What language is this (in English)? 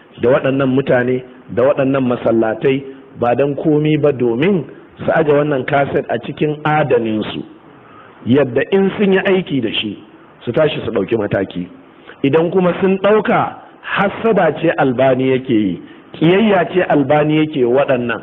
Hausa